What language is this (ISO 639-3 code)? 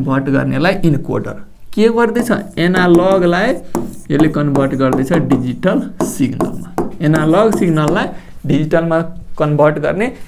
nep